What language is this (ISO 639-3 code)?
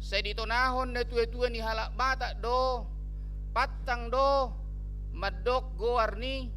bbc